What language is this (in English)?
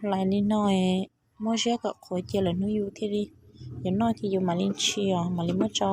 Hmong